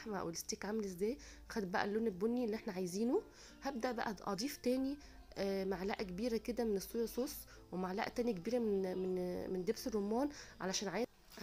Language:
Egyptian Arabic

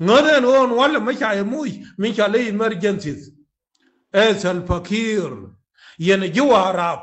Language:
Nuer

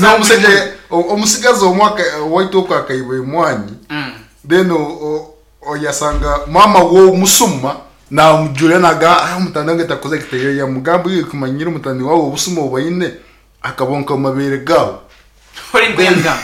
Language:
Nyankole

